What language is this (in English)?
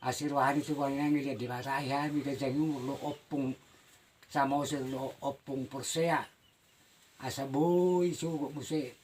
Batak Toba